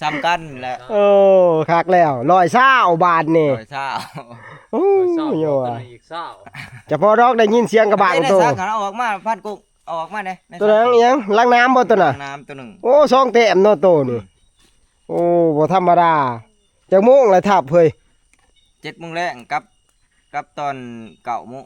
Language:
Northeastern Thai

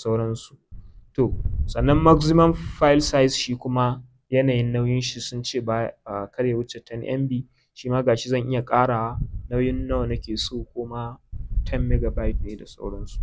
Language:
Hausa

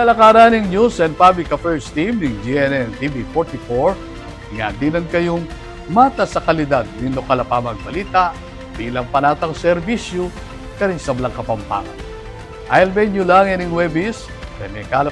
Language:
Pampanga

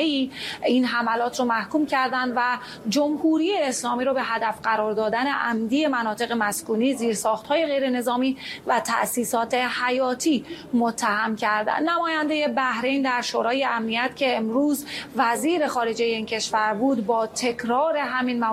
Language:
Persian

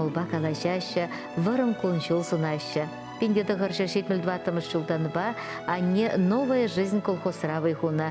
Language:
Chuvash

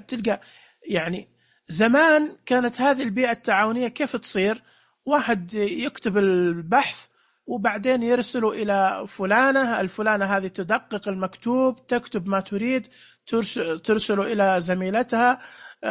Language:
Najdi Arabic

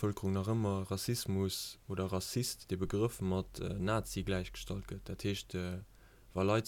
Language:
Luxembourgish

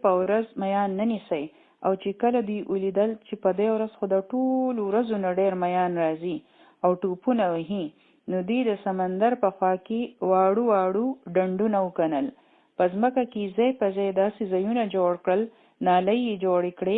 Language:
Pashto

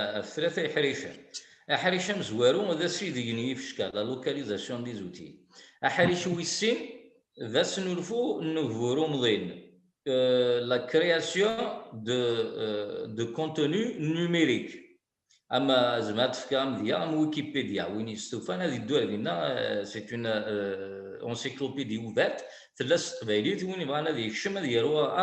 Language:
Kabyle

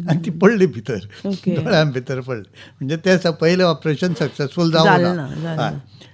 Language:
Konkani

